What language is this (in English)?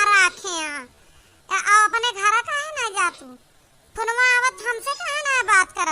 Awadhi